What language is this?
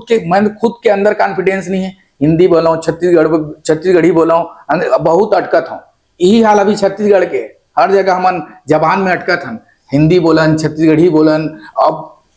Chhattisgarhi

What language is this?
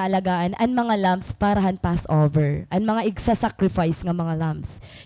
Waray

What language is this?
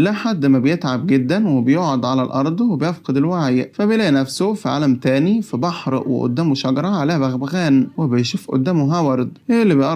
Egyptian Arabic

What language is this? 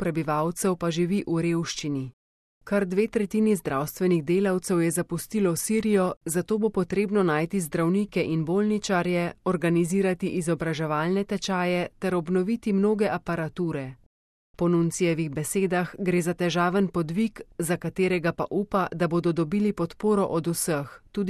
Slovenian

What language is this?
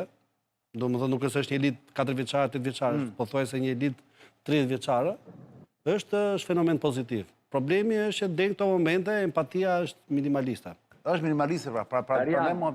Albanian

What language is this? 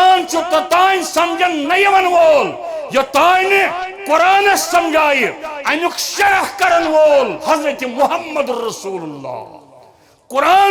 Kashmiri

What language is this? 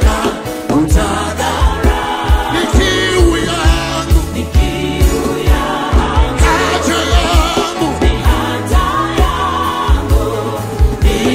Swahili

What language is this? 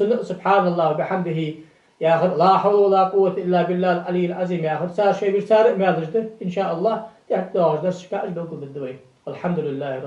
Ingush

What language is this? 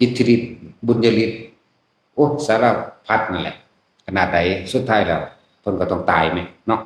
Lao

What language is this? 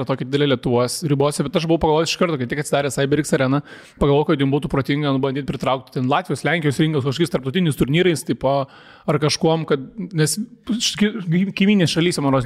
Lithuanian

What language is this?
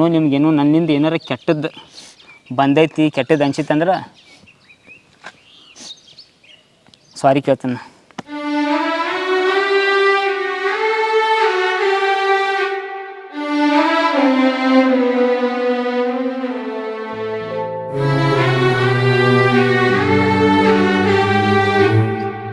Kannada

